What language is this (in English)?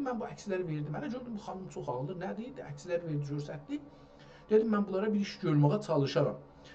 South Azerbaijani